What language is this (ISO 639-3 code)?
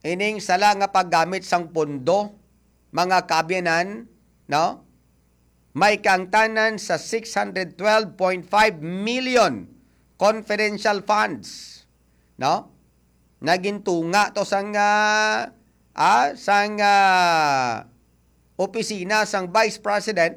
hil